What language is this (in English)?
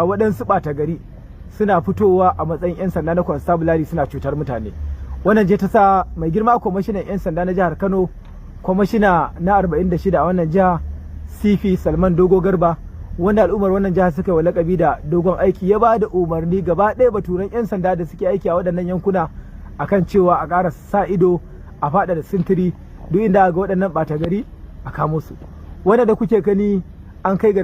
Hausa